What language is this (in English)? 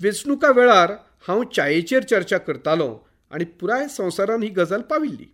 Konkani